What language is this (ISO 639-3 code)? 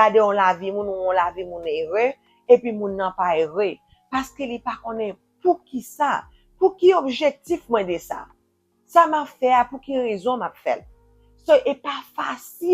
hat